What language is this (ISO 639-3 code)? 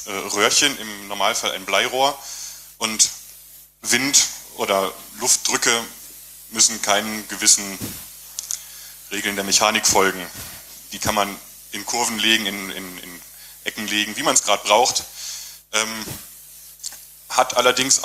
deu